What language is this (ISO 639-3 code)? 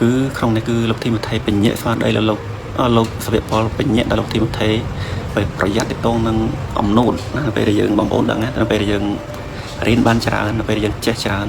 khm